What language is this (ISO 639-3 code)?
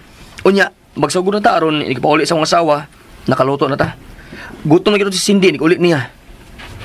ceb